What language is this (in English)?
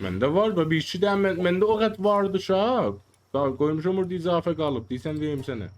South Azerbaijani